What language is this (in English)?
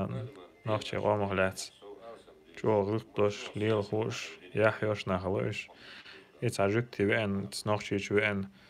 Chechen